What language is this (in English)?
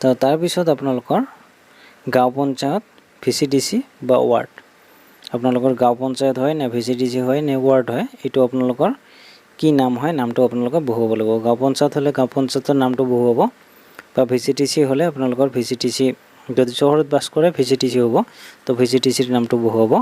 Assamese